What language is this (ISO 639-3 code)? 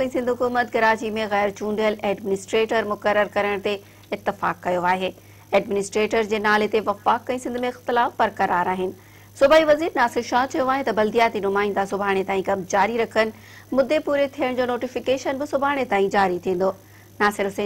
snd